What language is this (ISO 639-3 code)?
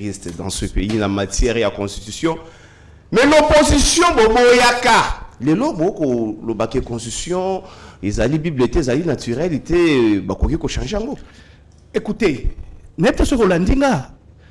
fra